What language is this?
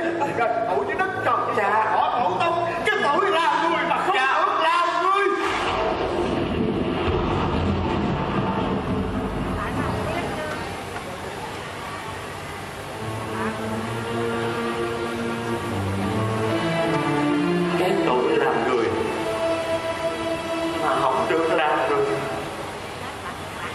Vietnamese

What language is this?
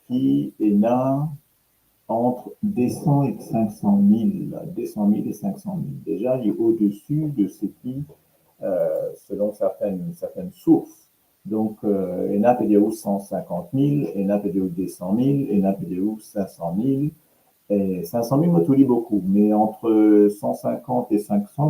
Morisyen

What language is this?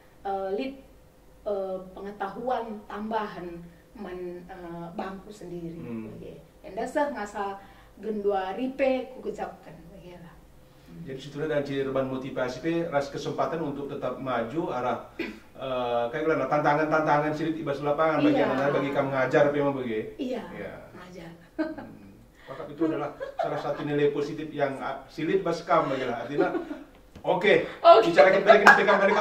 Batak Karo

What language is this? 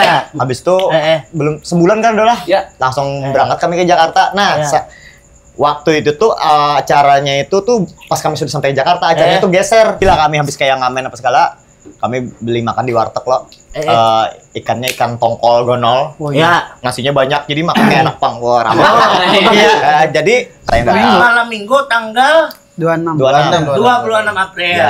Banjar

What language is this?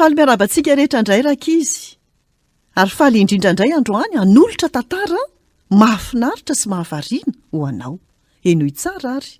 Malagasy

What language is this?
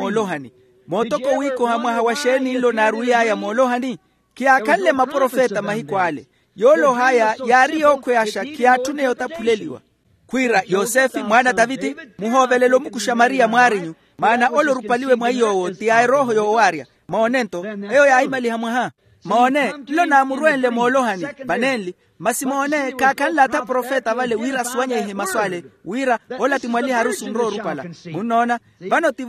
Makhuwa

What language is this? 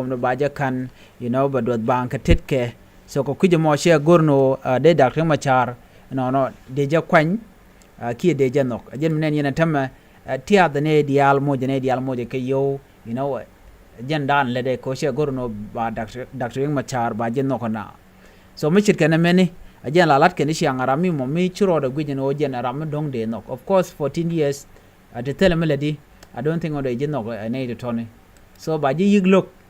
Nuer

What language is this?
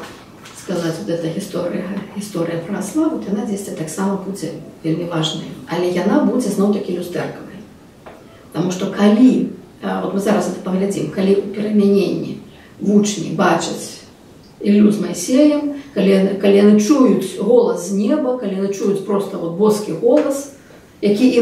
Belarusian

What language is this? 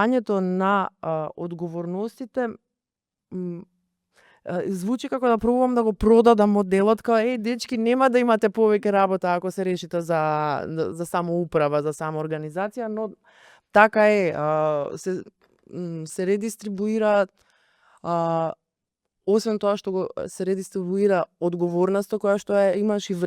Macedonian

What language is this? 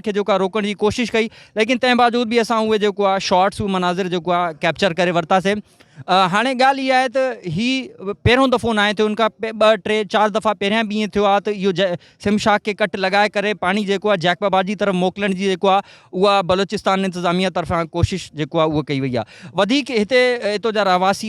Sindhi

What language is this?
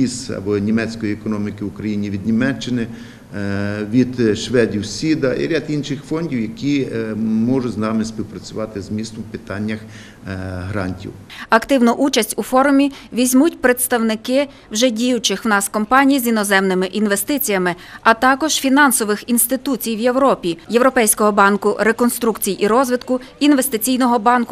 Ukrainian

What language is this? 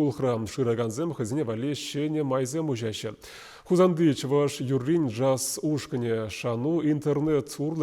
Chuvash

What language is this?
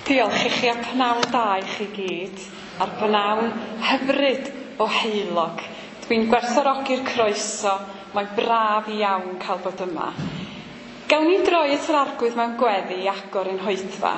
Welsh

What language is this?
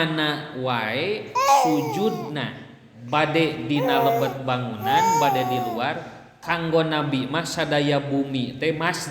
Sundanese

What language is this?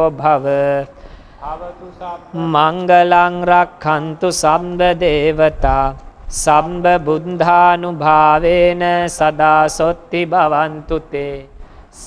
Pali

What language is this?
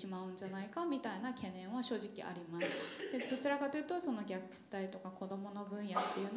Japanese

